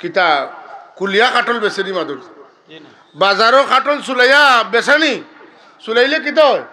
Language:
Sylheti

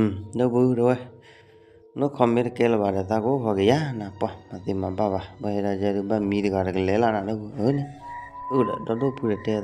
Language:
S'gaw Karen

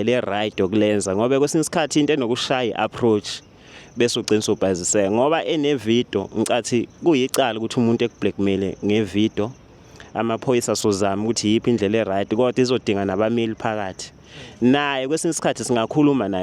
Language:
Zulu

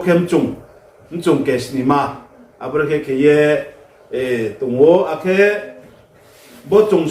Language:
Riang (India)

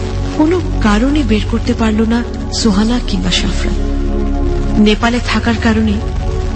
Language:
Bangla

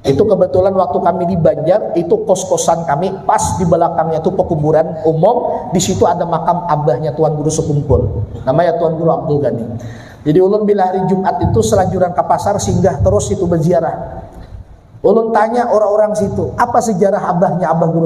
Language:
Banjar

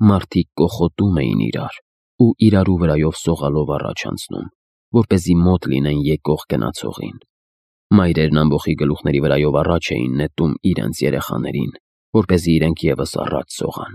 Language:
Armenian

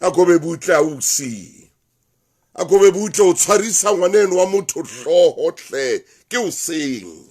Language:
Southern Sotho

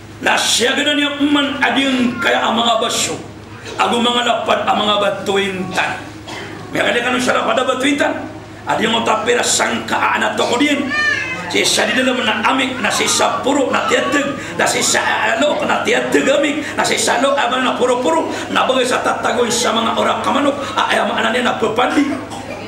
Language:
Maranao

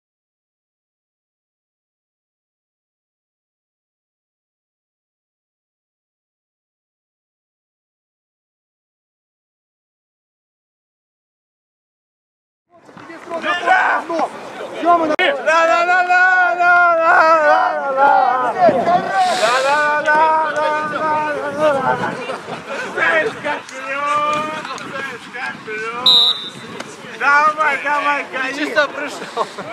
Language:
Russian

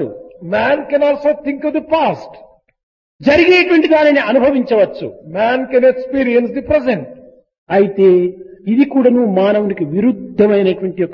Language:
Telugu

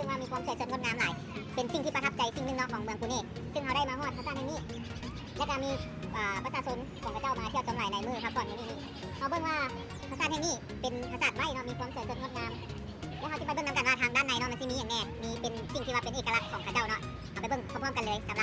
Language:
Lao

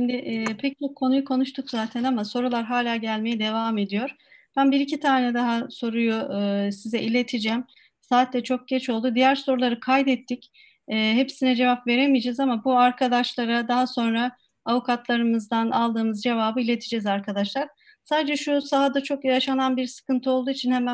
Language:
Turkish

